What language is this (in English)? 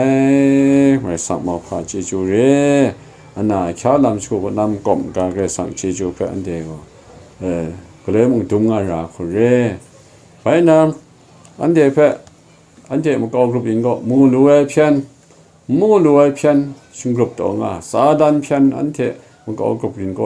Kachin